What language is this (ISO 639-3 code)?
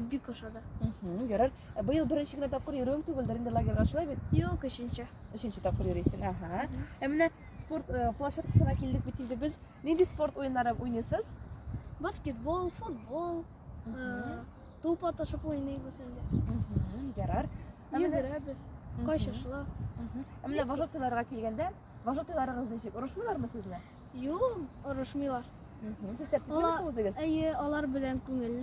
tat